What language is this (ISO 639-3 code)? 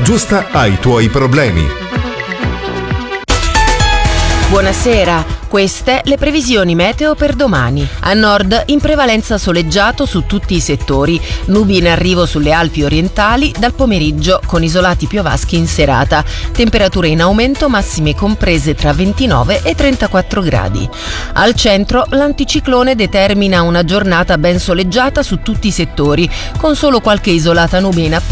ita